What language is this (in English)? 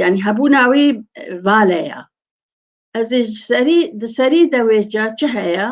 Kurdish